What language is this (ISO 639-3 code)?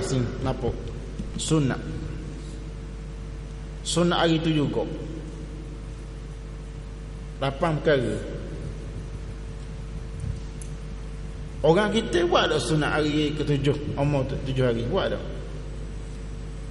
msa